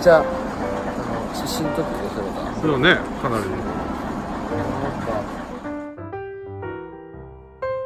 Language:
Japanese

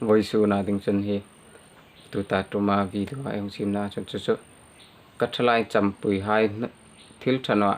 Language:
Hmar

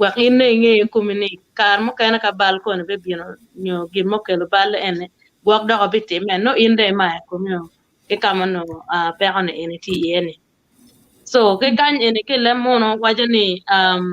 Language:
Acoli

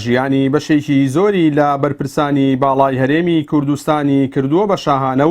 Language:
Central Kurdish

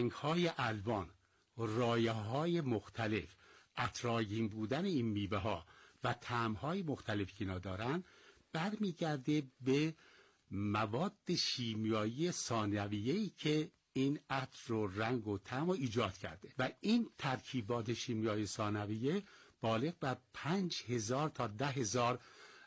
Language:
Persian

